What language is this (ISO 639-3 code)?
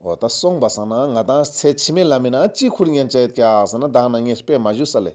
lbj